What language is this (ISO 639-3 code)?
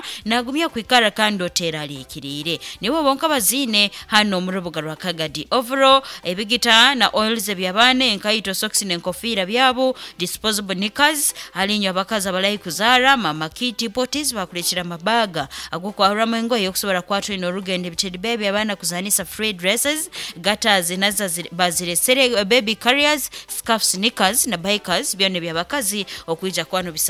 nyo